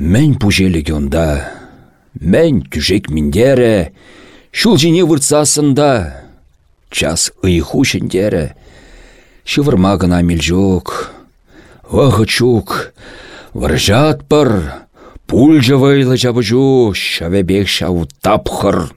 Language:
Chuvash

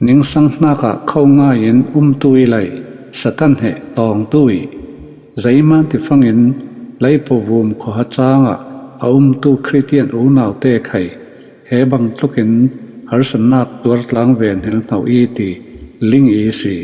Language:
Falam Chin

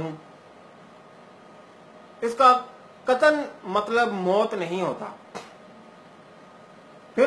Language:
Urdu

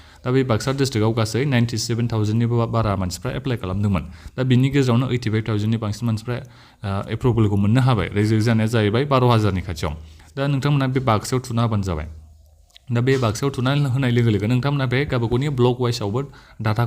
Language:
Bodo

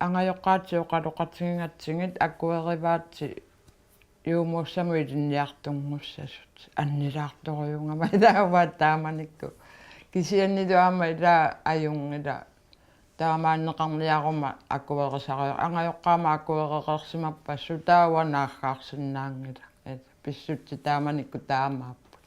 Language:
Kalaallisut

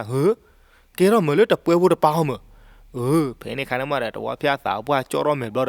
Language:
S'gaw Karen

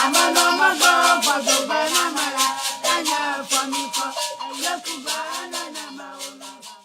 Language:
Ewe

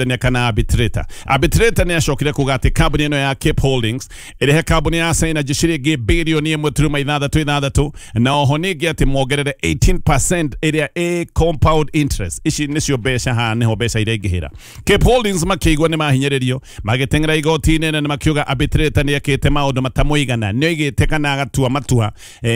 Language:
Kikuyu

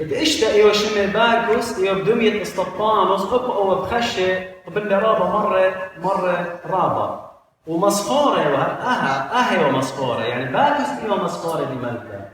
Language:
Assyrian Neo-Aramaic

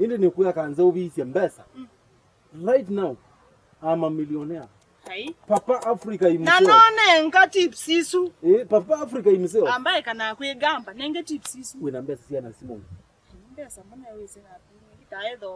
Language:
Kamba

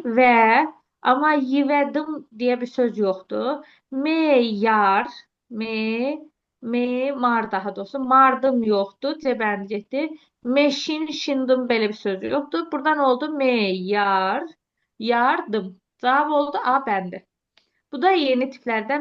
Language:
Azerbaijani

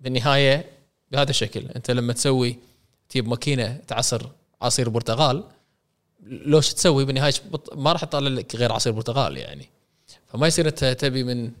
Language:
Gulf Arabic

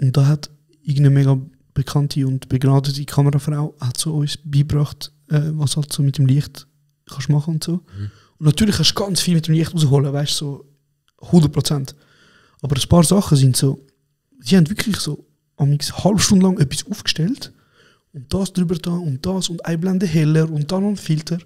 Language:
Swiss German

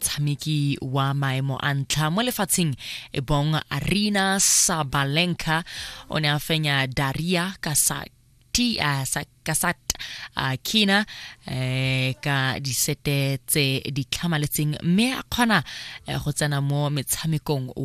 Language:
Tswana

